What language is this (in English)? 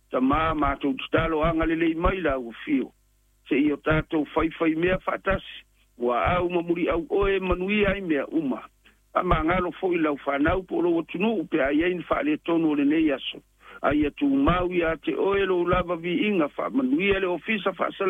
Samoan